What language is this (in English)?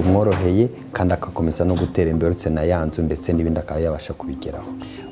Kinyarwanda